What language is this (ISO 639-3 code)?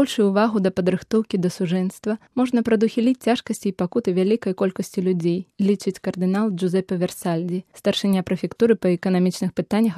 bel